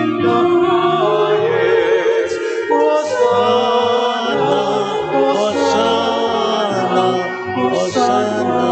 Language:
Pampanga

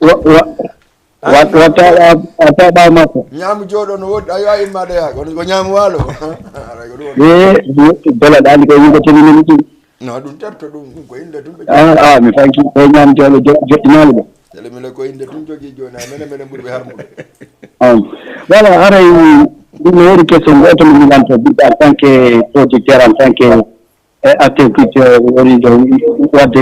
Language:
Fula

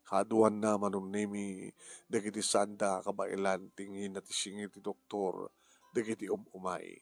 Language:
Iloko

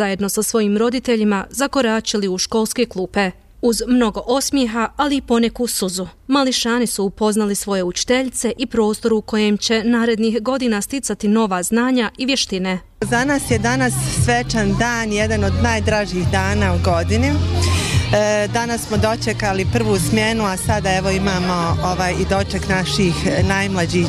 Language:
Bosnian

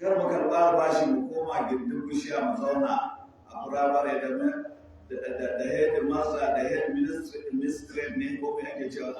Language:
Hausa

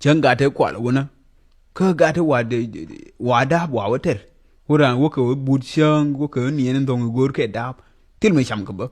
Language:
Nuer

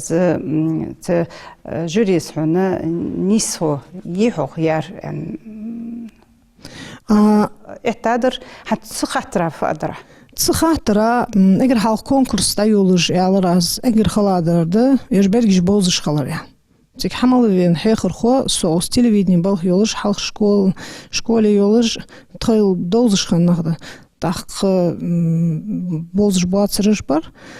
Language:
Ingush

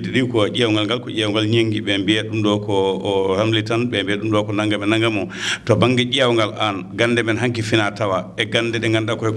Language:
Fula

